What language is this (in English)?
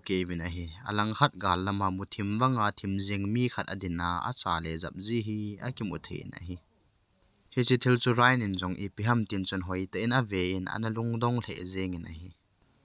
Thado Chin